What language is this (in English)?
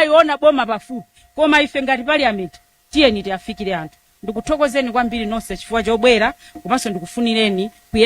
Nyanja